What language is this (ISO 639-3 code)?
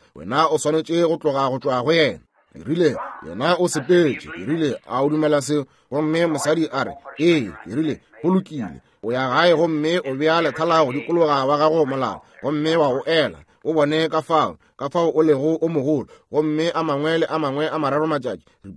nso